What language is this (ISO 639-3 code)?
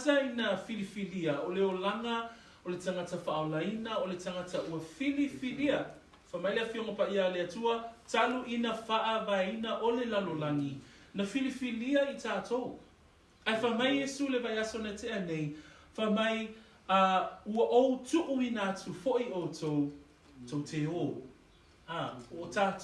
smo